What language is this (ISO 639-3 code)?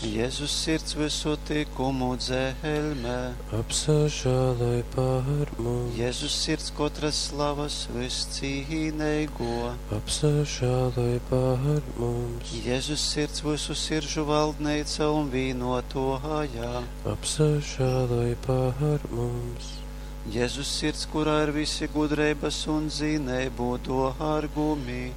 ltg